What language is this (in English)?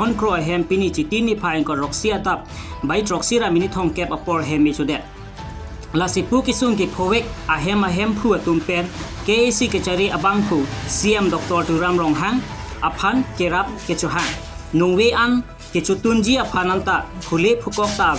Karbi